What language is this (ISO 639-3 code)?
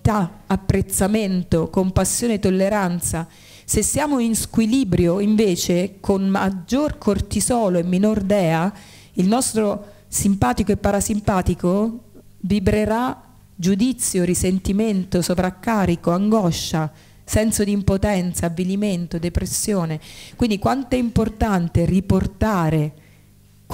ita